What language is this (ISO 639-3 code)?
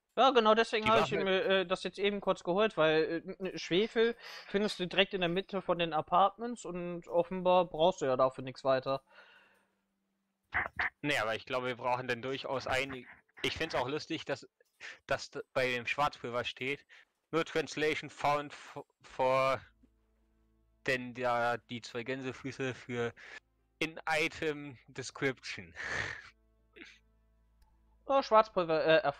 deu